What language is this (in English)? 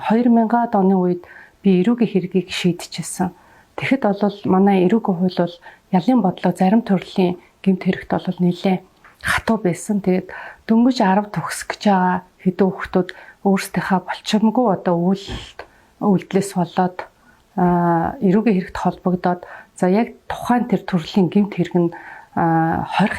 Mongolian